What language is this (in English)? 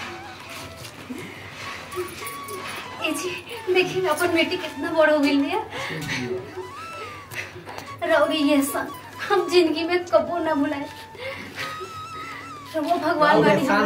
Bhojpuri